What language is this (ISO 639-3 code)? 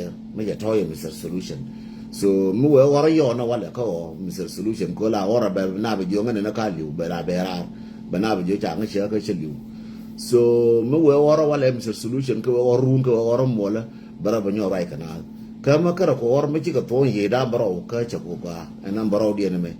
nus